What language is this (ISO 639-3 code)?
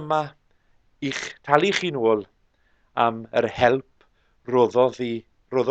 cym